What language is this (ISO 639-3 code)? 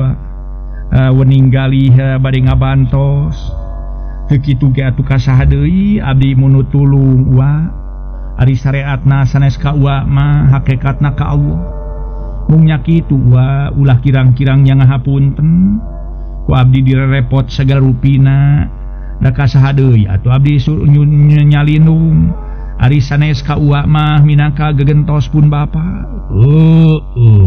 sun